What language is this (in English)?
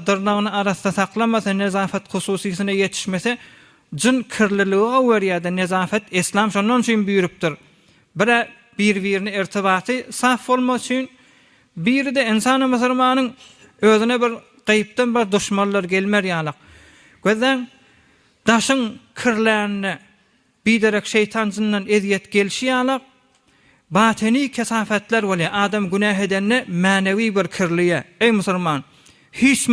Turkmen